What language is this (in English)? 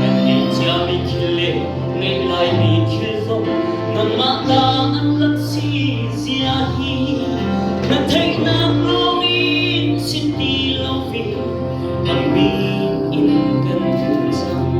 Hakha Chin